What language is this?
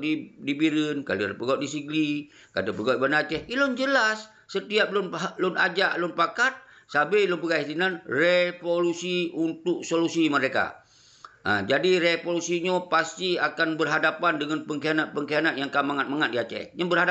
Achinese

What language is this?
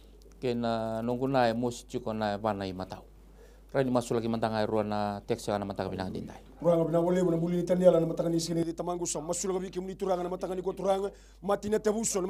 Fijian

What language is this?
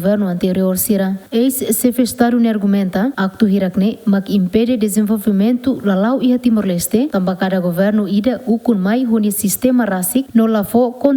Tetum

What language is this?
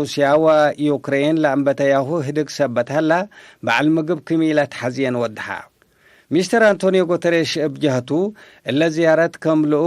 Tigre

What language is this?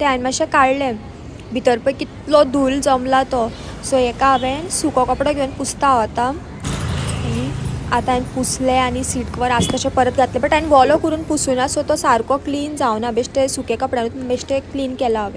Konkani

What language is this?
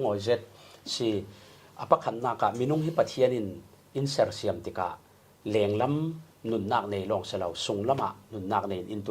Falam Chin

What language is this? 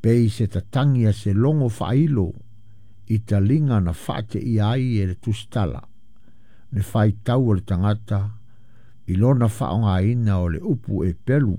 Samoan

